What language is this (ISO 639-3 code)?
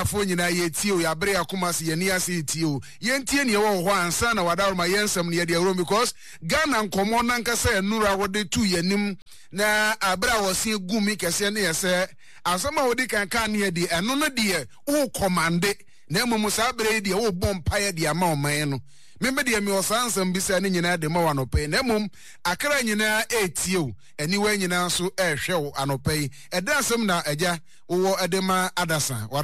aka